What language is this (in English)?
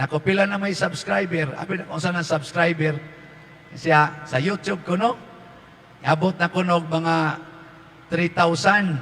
Cebuano